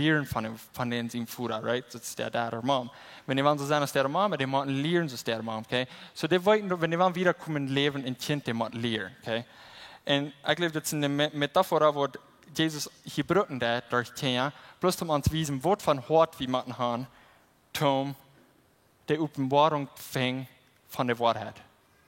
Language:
Plautdietsch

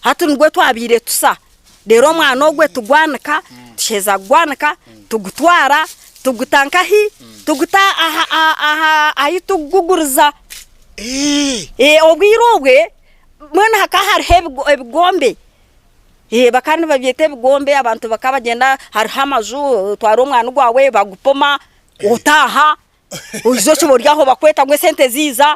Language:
Nyankole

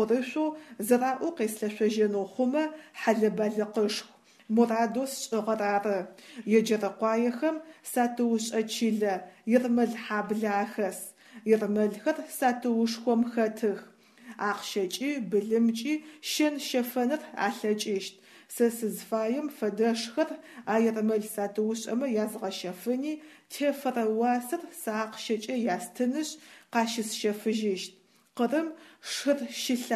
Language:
Adyghe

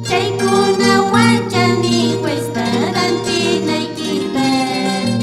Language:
Quechua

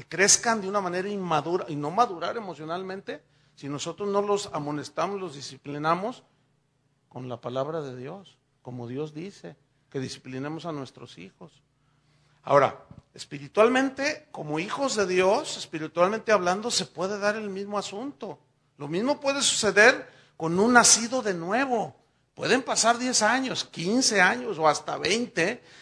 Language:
Spanish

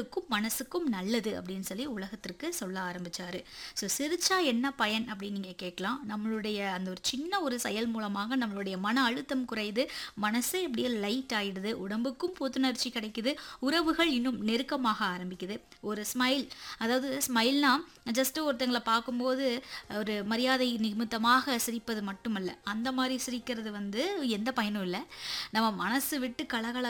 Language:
Tamil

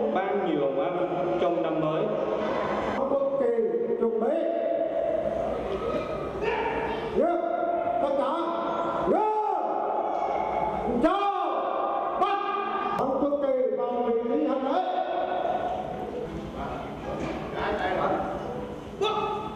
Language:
Vietnamese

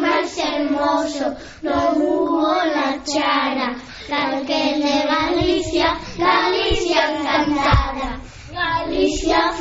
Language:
Galician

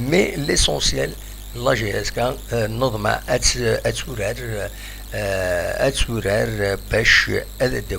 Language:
Kabyle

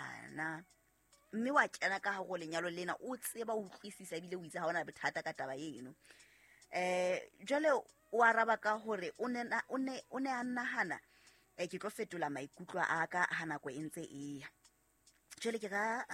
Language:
Southern Sotho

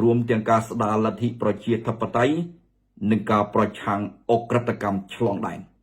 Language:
Khmer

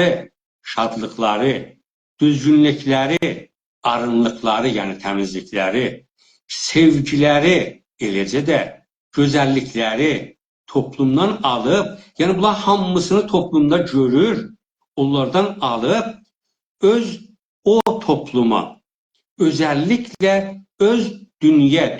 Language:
South Azerbaijani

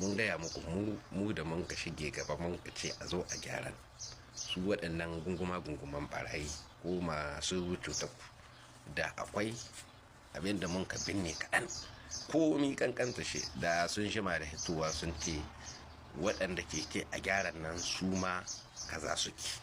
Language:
Hausa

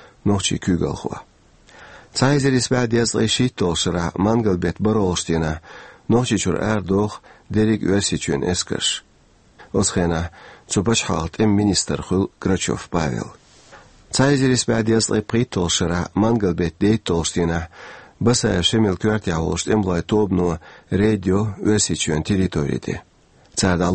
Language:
Chechen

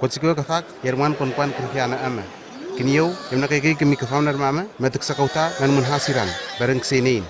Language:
Southwest Tanna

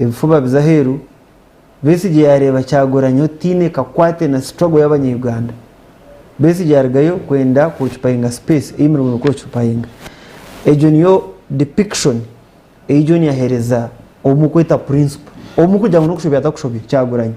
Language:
Nyankole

